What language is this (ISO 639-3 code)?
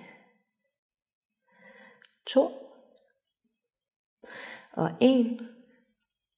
dan